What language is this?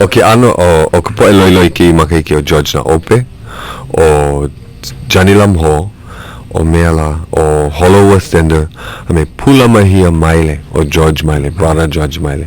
Hawaiian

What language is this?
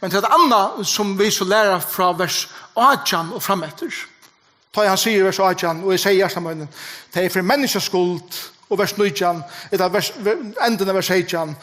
Faroese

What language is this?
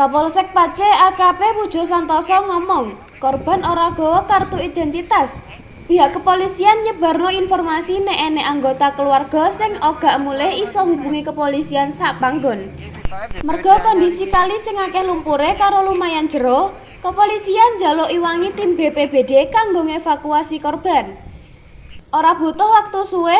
Javanese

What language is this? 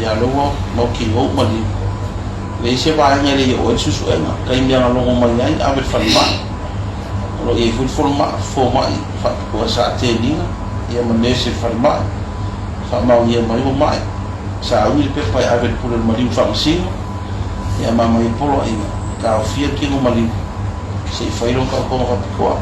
Samoan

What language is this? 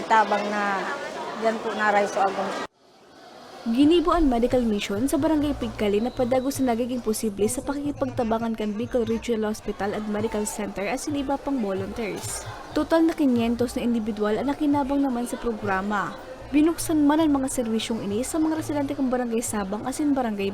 Bikol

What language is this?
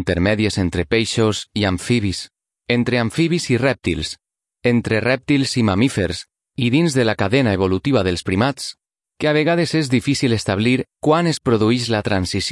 Catalan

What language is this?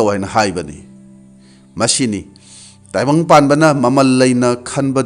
Manipuri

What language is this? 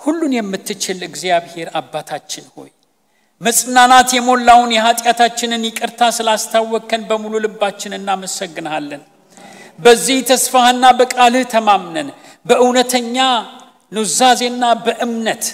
Amharic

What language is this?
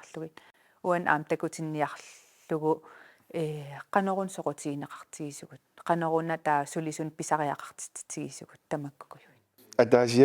Kalaallisut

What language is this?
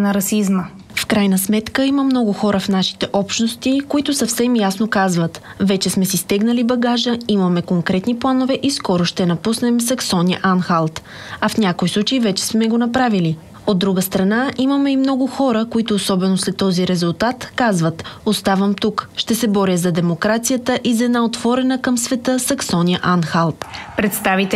Bulgarian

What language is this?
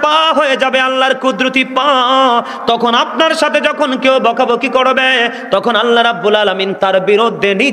Bangla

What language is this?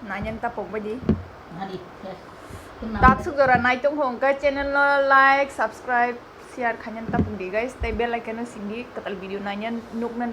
Kok Borok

